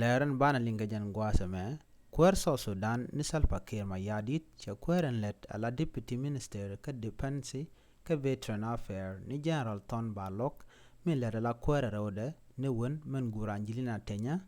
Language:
Nuer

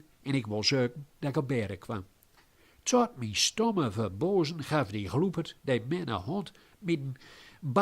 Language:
Gronings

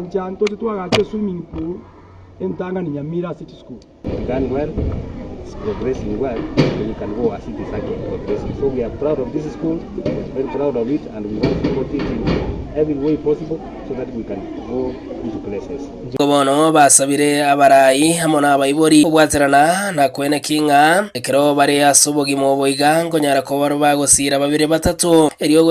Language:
Gusii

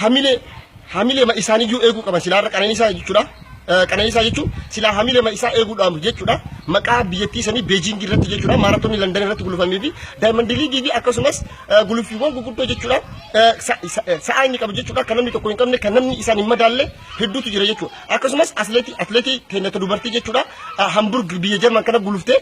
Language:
Oromo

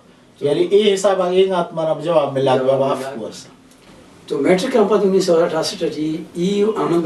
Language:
Brahui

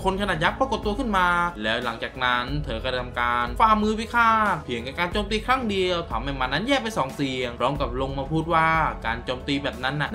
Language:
Thai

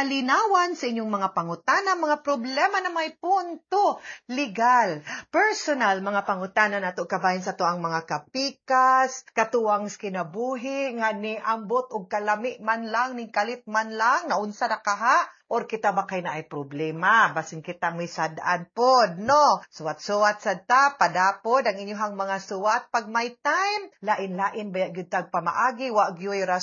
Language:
Cebuano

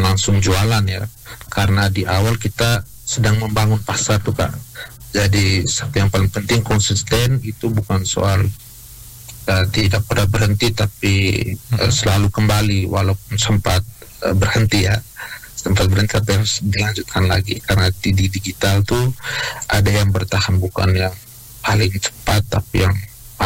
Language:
Indonesian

